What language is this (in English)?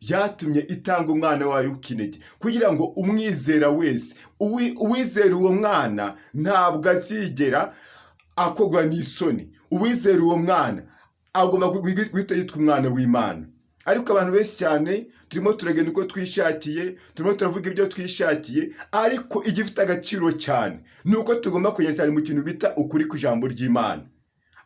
Kinyarwanda